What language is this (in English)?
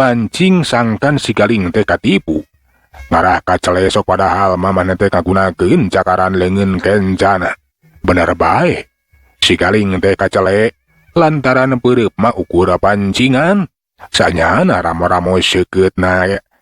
Sundanese